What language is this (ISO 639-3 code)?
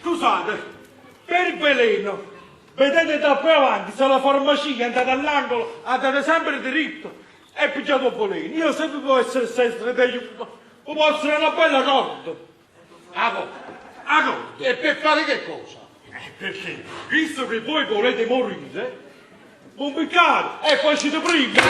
nap